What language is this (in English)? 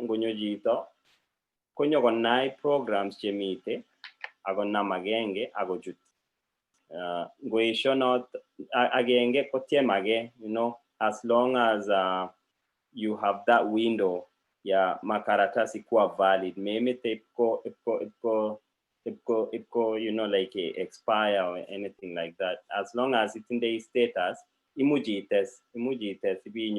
Kalenjin